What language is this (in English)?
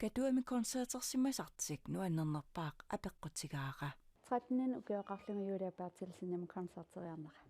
Kalaallisut